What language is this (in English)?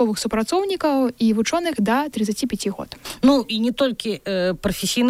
Belarusian